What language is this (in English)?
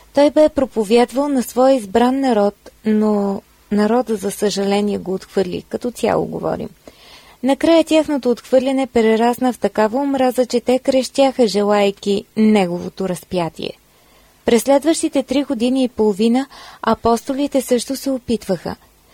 Bulgarian